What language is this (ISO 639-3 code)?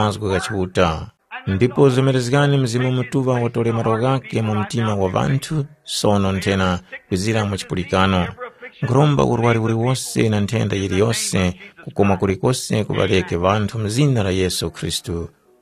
tum